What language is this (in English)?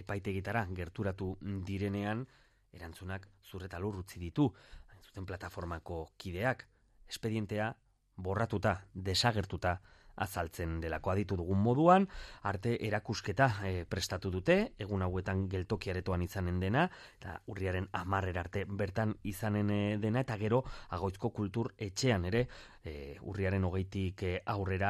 Basque